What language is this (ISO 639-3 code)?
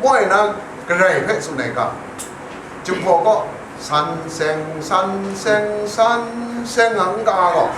kac